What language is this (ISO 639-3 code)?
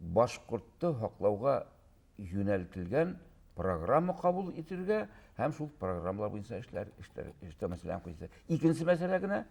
bak